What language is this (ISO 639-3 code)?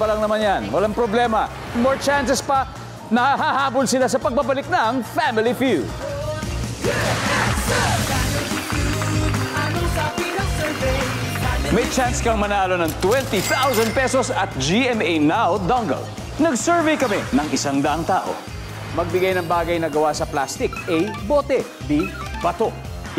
fil